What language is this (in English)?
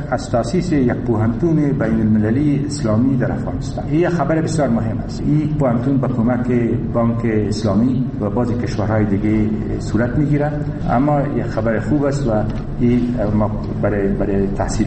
Persian